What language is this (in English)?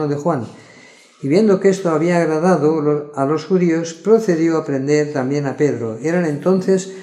Spanish